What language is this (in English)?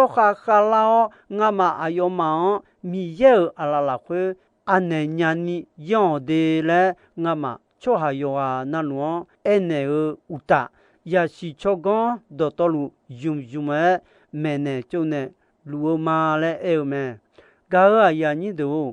Akha